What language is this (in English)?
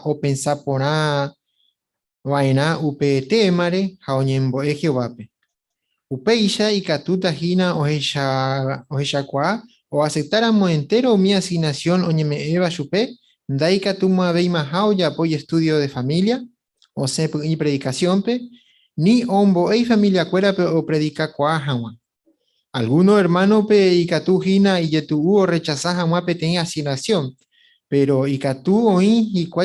Guarani